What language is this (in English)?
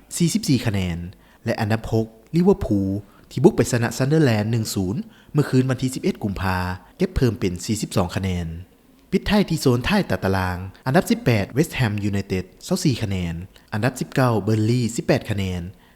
Lao